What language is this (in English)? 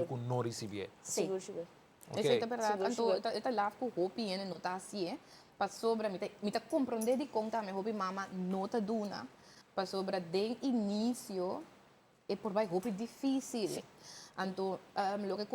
Papiamento